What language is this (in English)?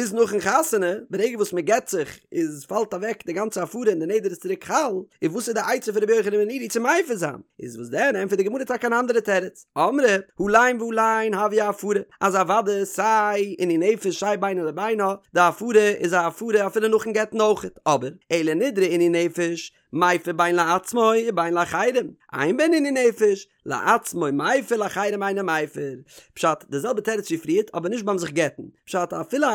Yiddish